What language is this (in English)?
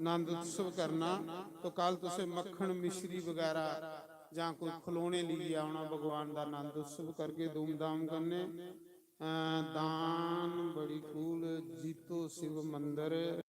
Dogri